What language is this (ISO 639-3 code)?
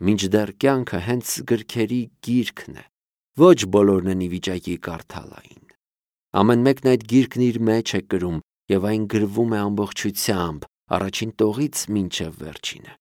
hye